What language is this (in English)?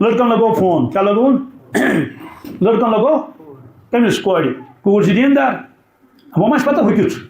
Kashmiri